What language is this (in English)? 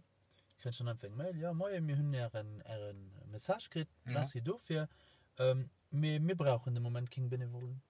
Luxembourgish